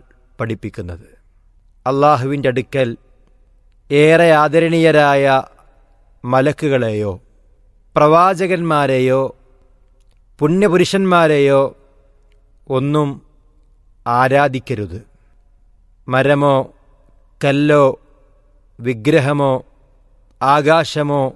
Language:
Malayalam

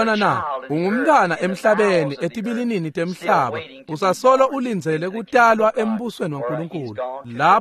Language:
Swati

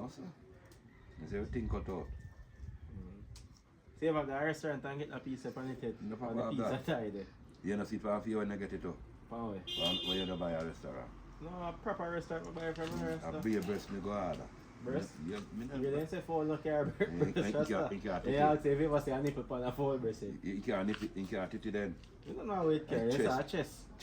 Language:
Jamaican Creole English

